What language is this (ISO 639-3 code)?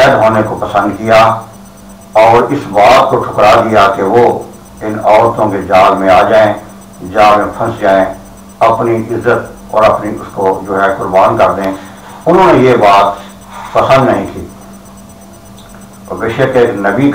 urd